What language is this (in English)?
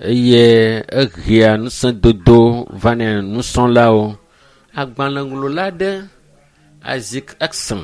Ewe